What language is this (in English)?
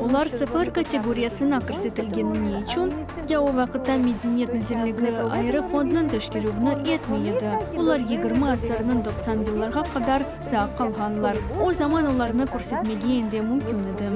Crimean Tatar